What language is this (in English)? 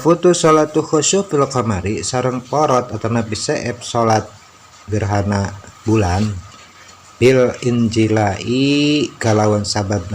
Sundanese